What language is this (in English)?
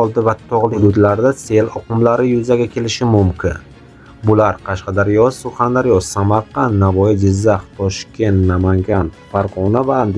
Uzbek